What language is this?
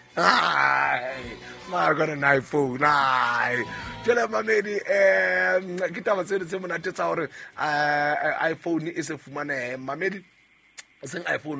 Southern Sotho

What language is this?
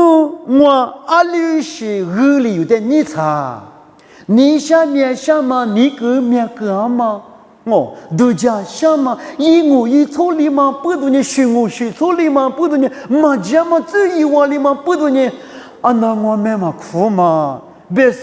Lisu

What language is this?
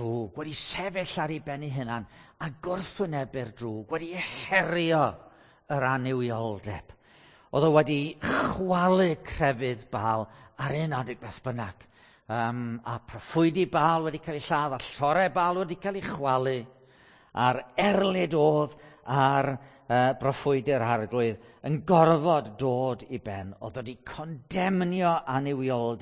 Welsh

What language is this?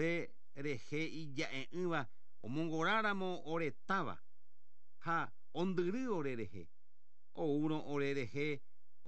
Guarani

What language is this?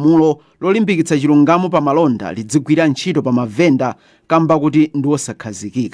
Nyanja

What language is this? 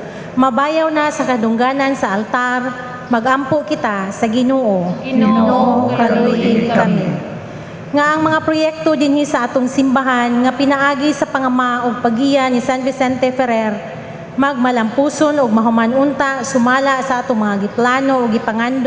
Cebuano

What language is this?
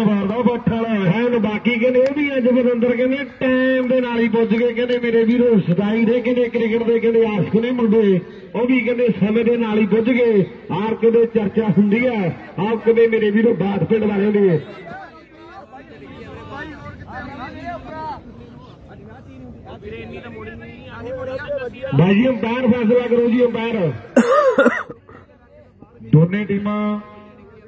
Punjabi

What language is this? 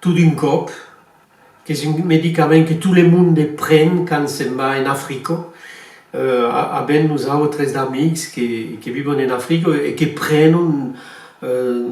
Occitan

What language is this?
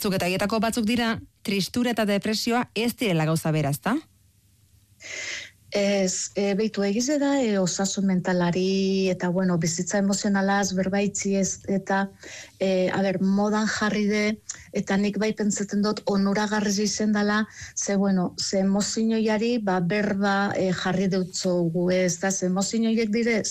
Basque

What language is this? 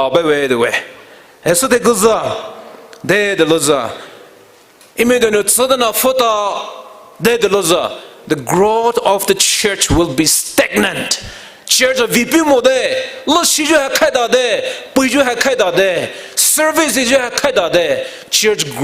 Poumei Naga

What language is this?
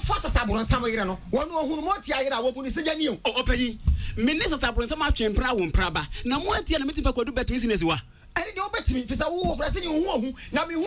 Akan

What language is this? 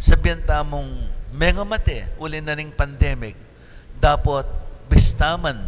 Pampanga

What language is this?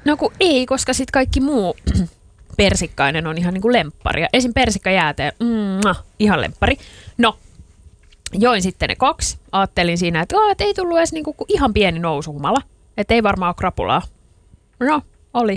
Finnish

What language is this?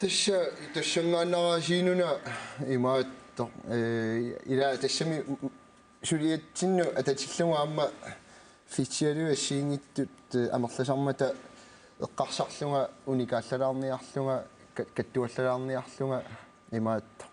Kalaallisut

